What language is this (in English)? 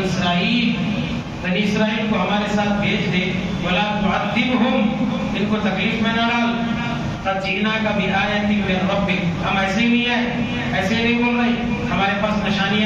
Urdu